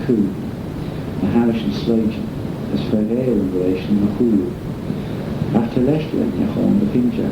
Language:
Manx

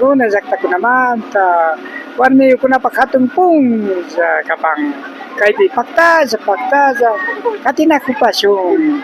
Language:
Imbabura Highland Quichua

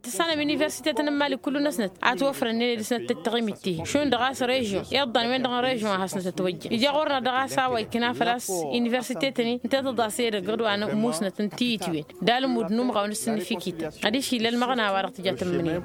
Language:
Tamasheq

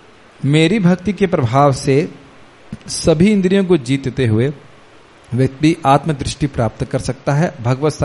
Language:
Hindi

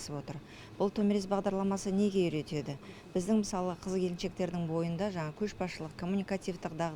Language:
Kazakh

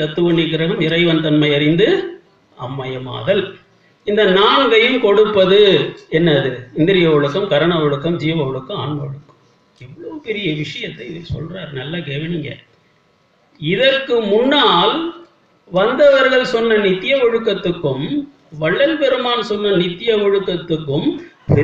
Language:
Tamil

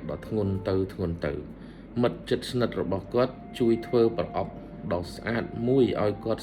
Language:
Khmer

